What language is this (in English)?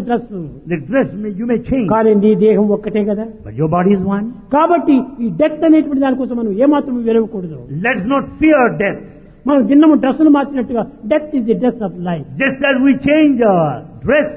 Telugu